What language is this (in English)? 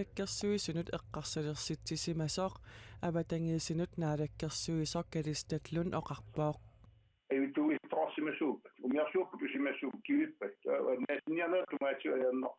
Kalaallisut